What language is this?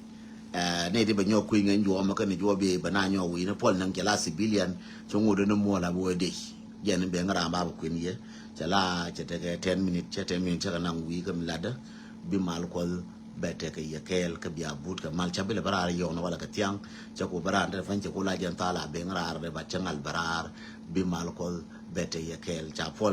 Nuer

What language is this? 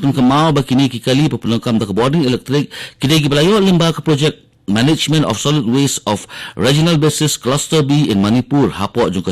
Khasi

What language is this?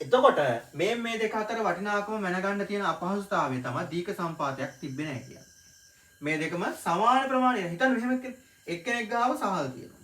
Sinhala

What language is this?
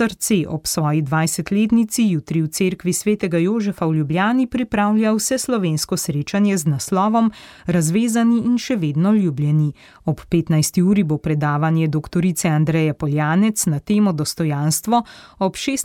Slovenian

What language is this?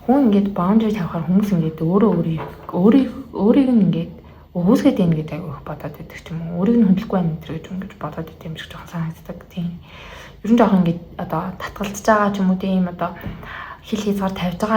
Mongolian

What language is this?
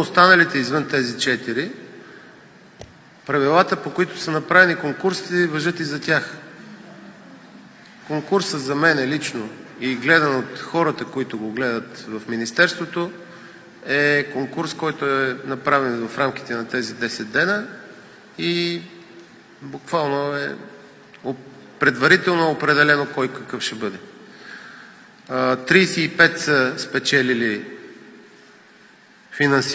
Bulgarian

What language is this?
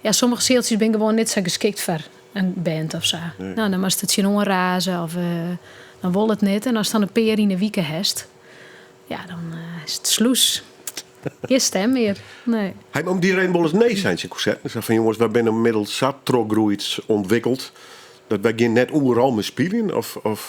Western Frisian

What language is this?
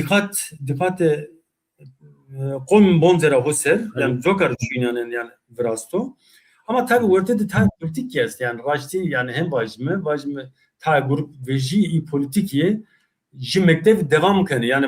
Zaza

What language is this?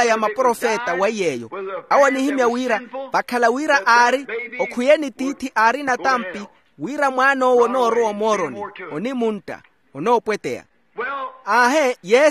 Makhuwa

